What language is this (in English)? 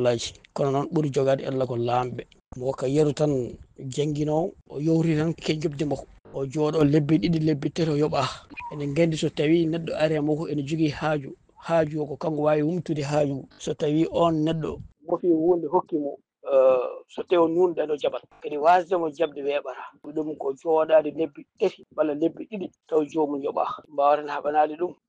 Fula